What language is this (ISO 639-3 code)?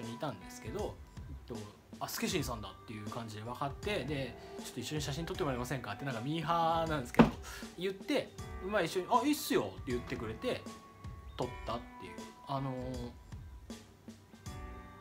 jpn